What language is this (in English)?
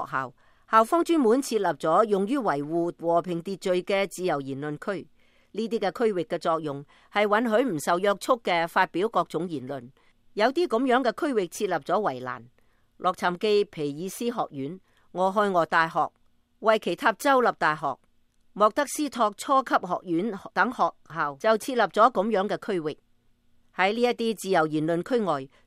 Cantonese